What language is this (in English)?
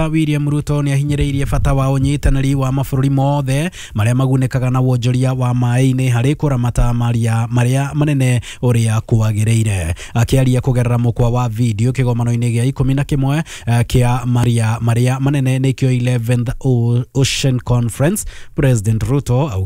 Kikuyu